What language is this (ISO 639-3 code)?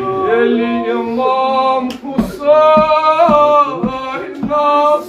kas